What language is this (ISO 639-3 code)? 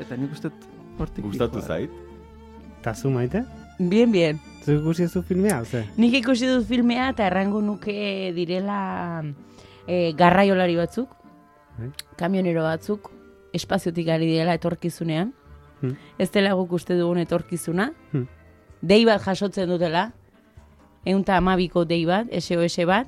eus